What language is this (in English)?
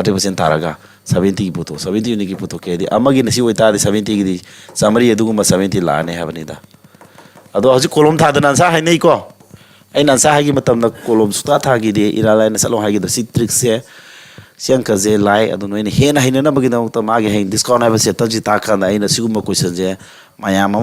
Manipuri